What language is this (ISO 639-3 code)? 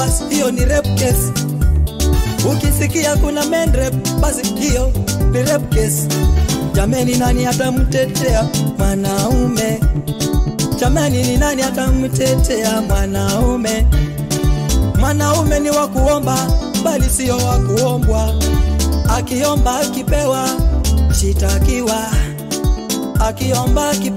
swa